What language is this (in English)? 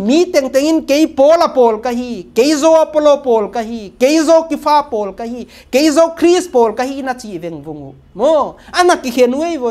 Paite Chin